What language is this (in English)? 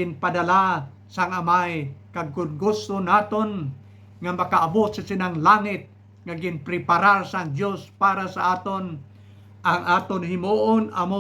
Hiligaynon